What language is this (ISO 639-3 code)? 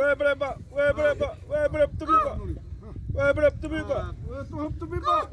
xav